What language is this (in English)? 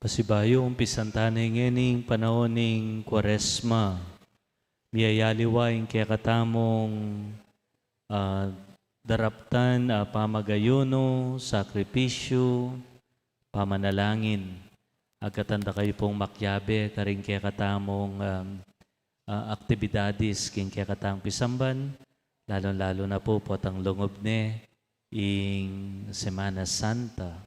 Pampanga